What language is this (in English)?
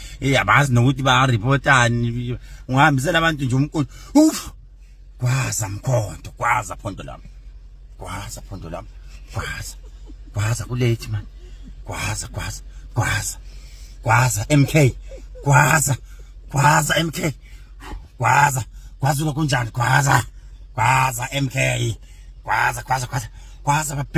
Zulu